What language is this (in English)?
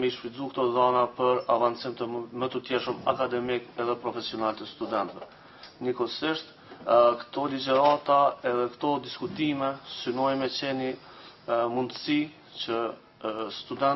Albanian